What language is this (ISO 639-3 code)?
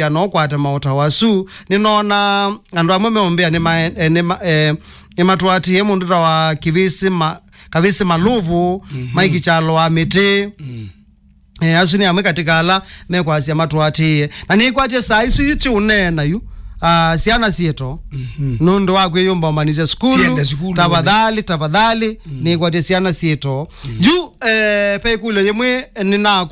kam